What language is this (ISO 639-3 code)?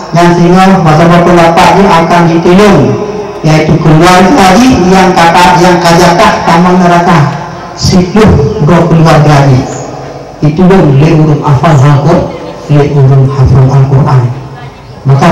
ace